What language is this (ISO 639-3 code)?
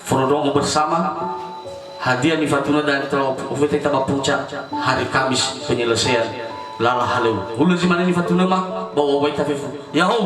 nia